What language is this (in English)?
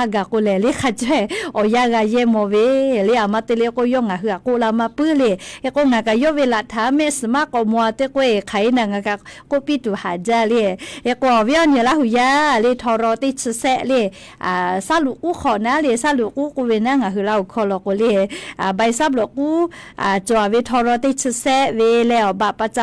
Lahu